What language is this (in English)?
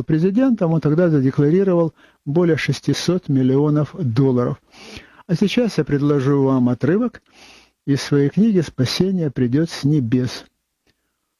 Russian